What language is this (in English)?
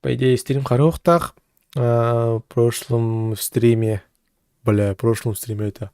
Yakut